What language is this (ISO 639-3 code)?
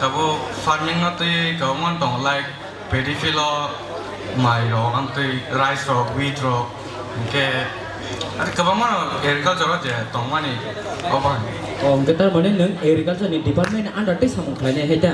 trp